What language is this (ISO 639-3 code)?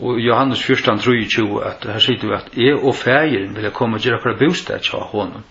fao